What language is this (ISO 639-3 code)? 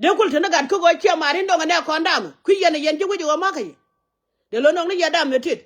nus